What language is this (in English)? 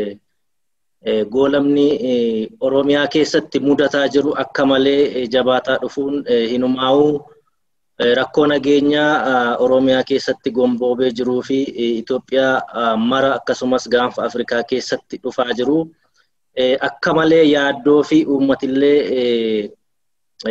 Oromo